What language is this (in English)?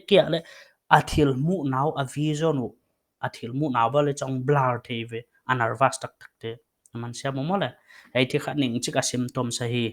Paite Chin